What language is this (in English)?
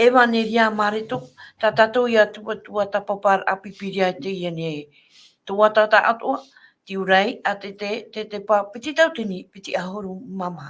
Tahitian